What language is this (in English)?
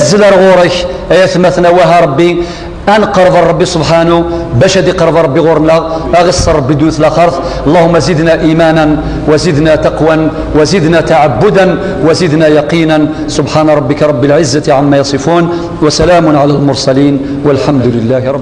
Kabyle